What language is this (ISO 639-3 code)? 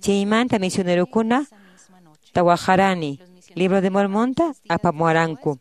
que